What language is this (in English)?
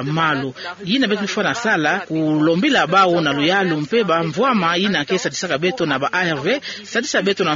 Kituba (Democratic Republic of Congo)